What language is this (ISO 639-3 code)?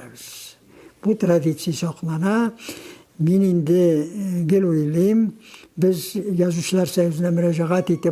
tat